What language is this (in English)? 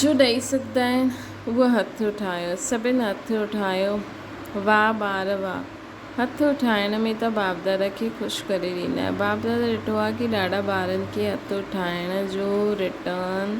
Sindhi